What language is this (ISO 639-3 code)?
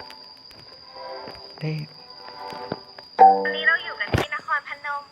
lao